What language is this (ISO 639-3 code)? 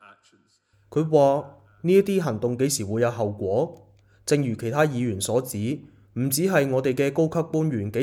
yue